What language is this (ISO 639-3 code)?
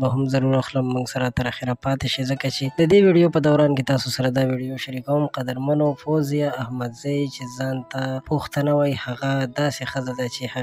pus